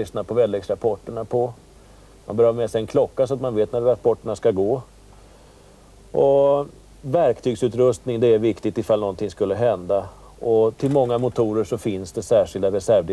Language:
Swedish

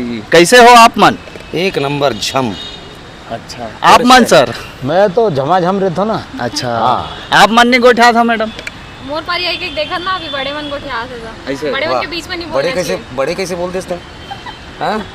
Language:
Chhattisgarhi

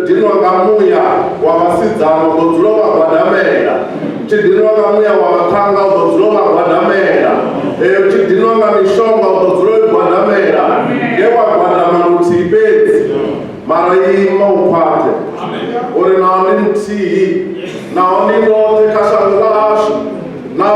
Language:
Venda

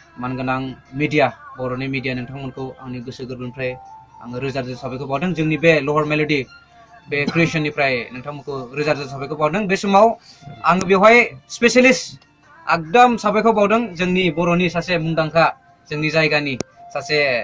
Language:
Bodo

